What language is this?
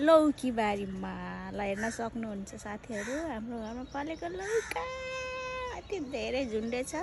Nepali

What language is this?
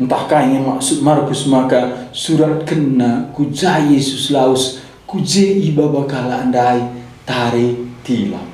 Batak Karo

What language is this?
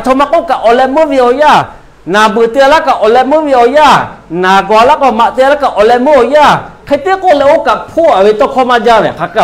Lahu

